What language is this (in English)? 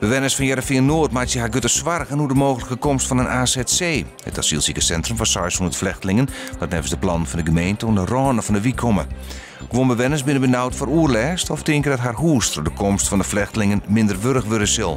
Western Frisian